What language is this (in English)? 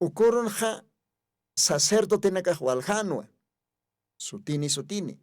Aymara